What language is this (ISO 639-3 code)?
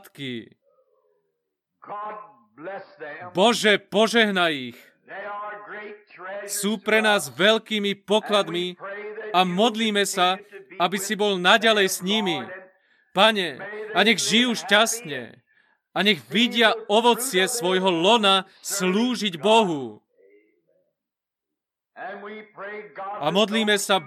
slk